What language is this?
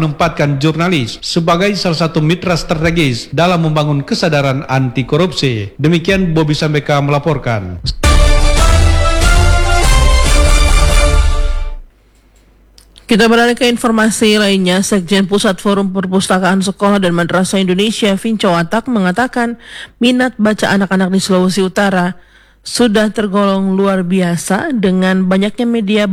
Indonesian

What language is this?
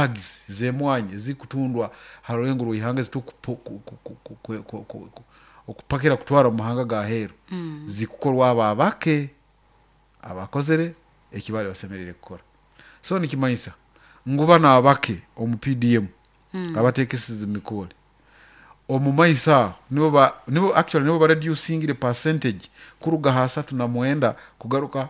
Nyoro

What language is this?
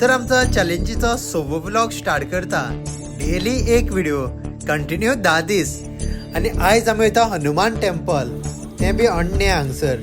Konkani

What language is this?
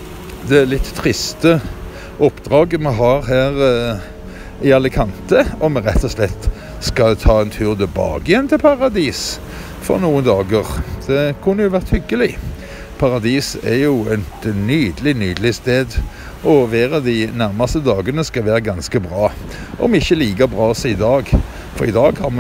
Norwegian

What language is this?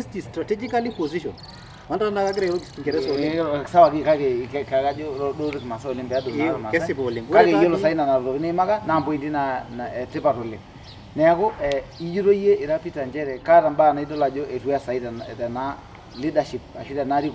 Masai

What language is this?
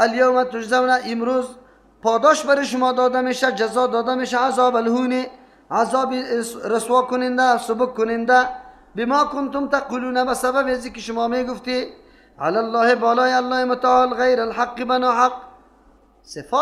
Persian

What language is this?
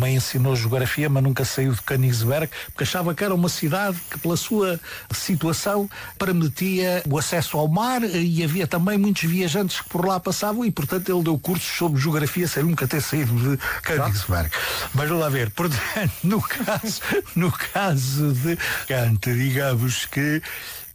Portuguese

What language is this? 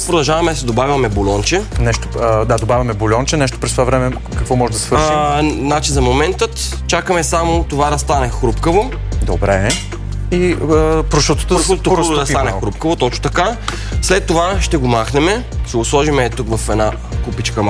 Bulgarian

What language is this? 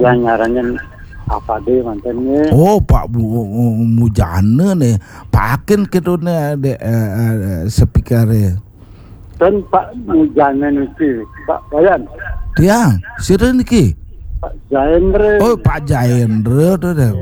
Balinese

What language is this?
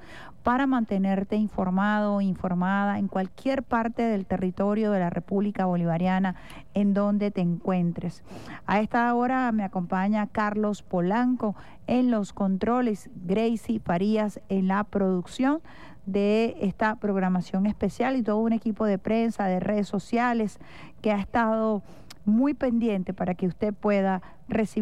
Spanish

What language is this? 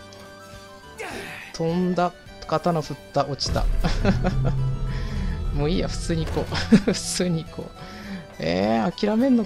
Japanese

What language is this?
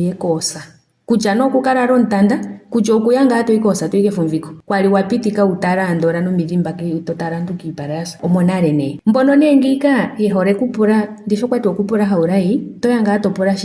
Ndonga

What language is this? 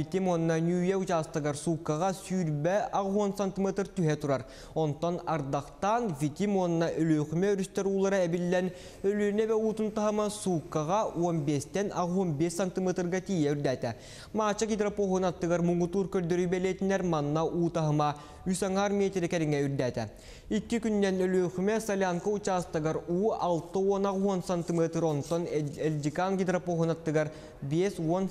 Yakut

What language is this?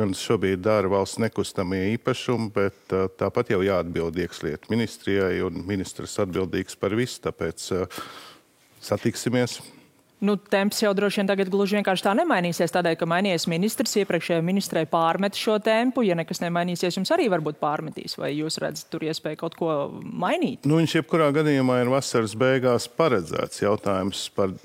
Latvian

